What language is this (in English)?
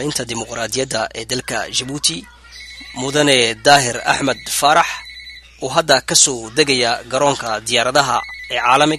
Somali